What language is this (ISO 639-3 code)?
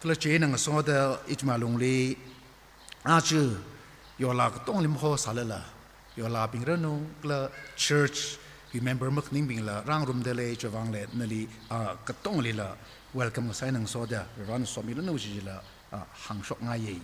nmf